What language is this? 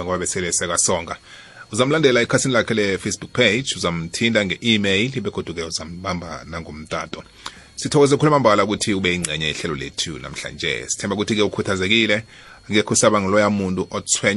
South Ndebele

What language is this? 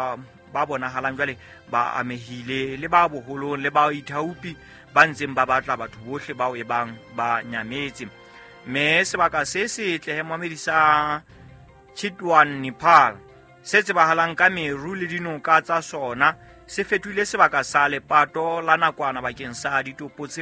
Southern Sotho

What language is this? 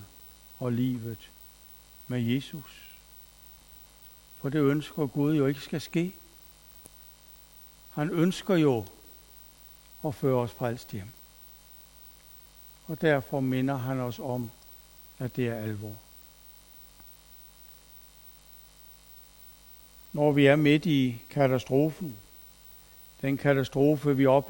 Danish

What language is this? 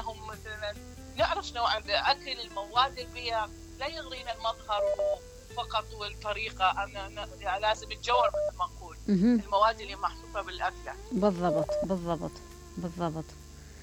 Mesopotamian Arabic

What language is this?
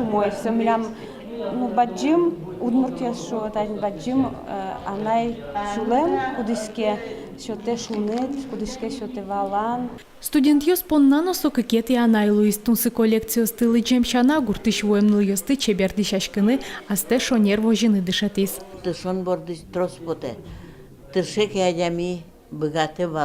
Udmurt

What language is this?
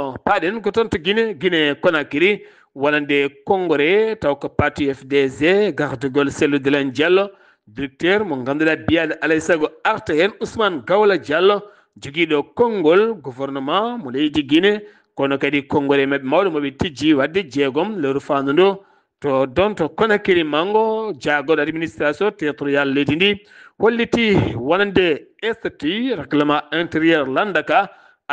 Fula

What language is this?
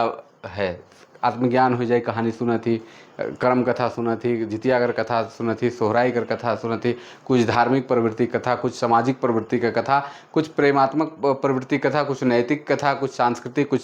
Sadri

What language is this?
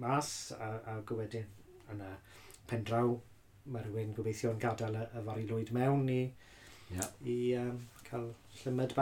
Welsh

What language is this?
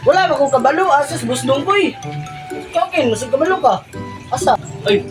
Cebuano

